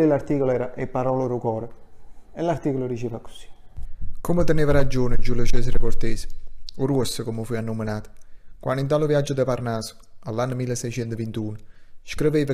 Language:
Neapolitan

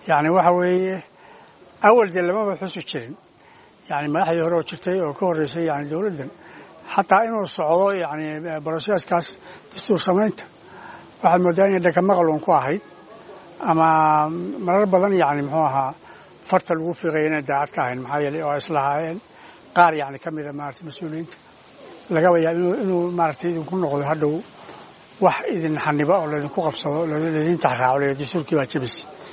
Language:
Somali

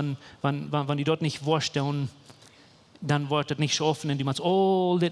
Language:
Plautdietsch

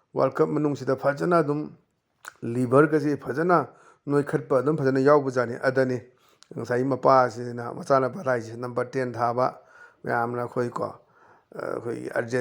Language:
Manipuri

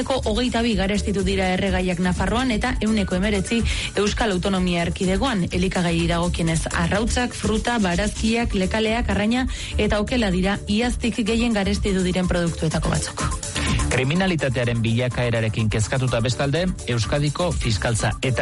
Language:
Basque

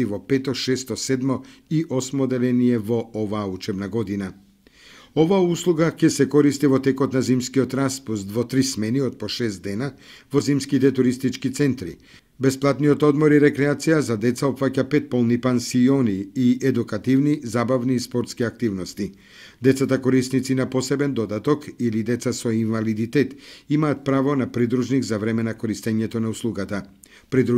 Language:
Macedonian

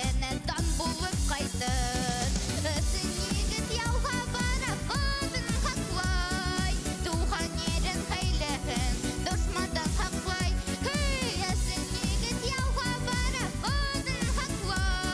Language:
Bashkir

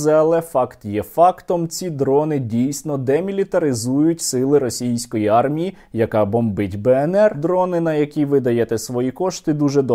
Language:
Ukrainian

